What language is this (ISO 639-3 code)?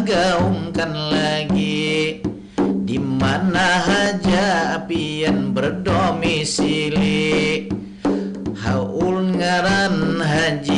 bjn